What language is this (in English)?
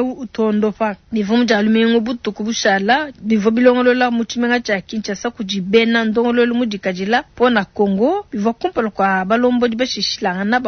Luba-Lulua